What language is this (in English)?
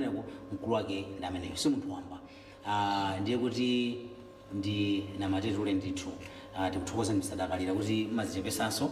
Nyanja